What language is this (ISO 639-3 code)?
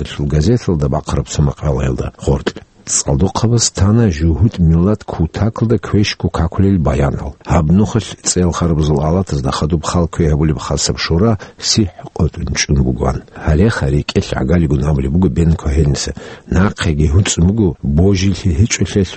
ava